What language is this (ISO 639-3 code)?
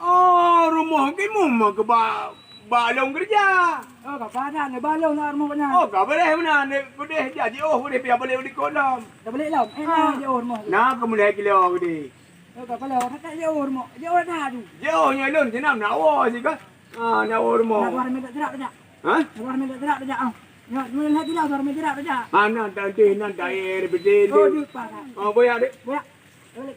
ace